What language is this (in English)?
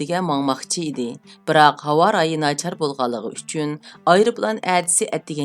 Uyghur